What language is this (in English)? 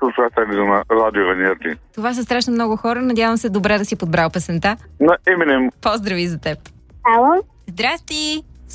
Bulgarian